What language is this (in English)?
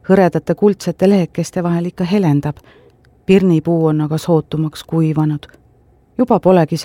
Estonian